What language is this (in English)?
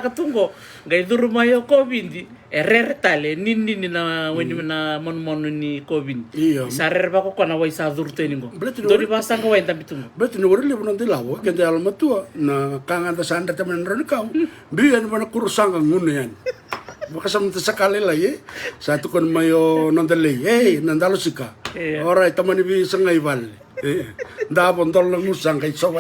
Fijian